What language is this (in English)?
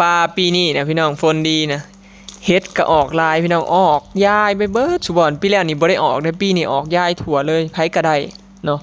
Lao